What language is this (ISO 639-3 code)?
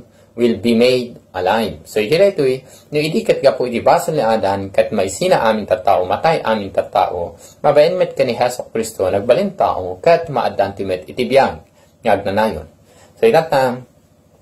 ilo